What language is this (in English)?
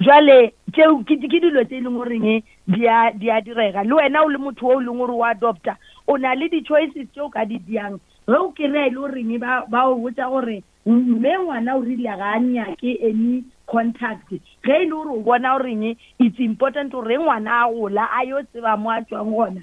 Northern Sotho